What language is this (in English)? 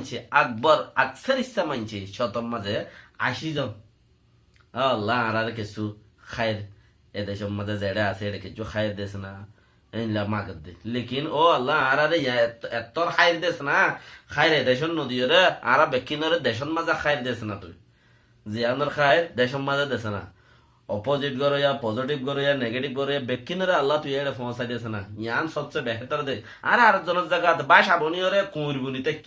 Rohingya